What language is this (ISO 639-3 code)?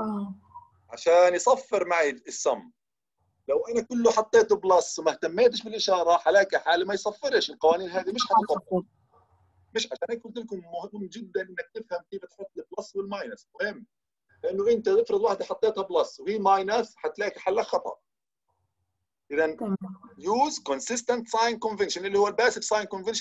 ajp